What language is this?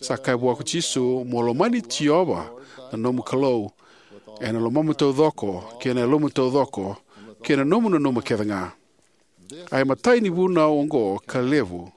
Fijian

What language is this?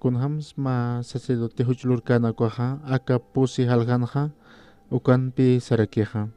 Aymara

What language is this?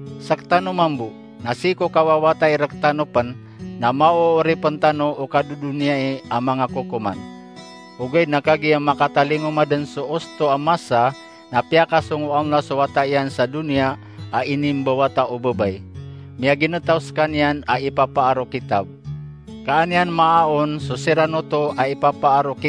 Maranao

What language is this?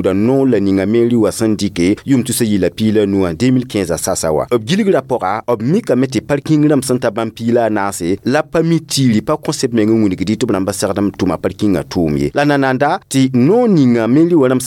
Mossi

